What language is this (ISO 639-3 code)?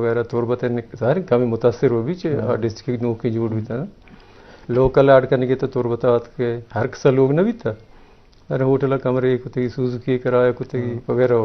bgp